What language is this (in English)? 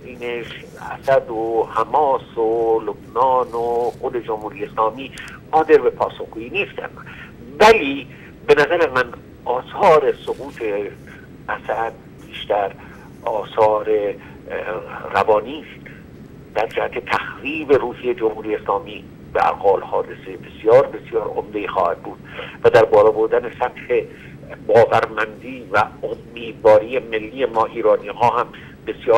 Persian